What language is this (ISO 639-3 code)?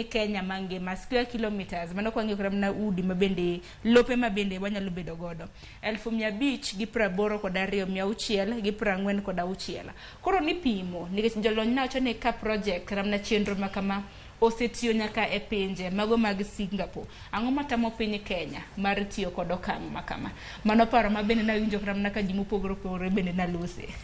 luo